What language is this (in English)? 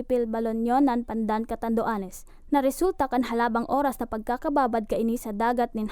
Bikol